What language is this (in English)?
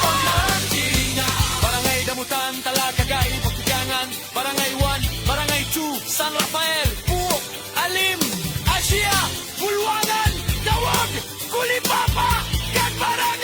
Hiligaynon